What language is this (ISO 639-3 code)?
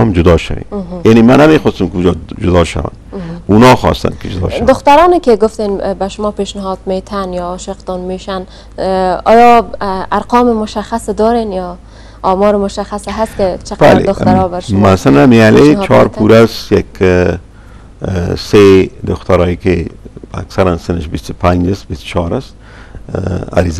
fas